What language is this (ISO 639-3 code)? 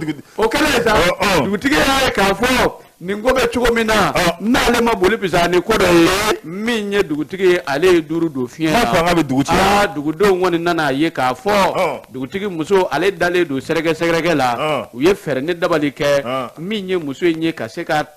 bam